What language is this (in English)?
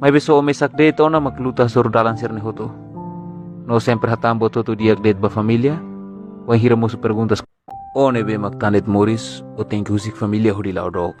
Tetum